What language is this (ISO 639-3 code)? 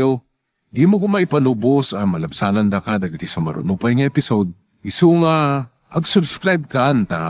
ilo